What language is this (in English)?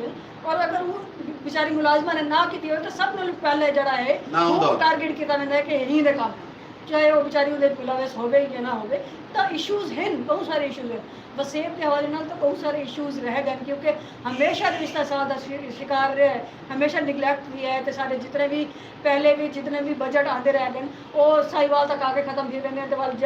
Saraiki